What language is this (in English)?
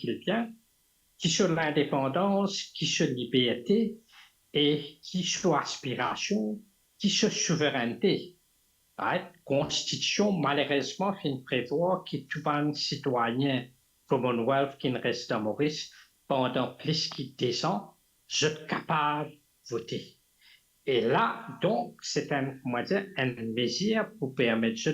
Morisyen